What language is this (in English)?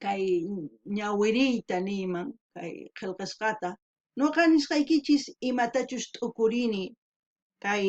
South Bolivian Quechua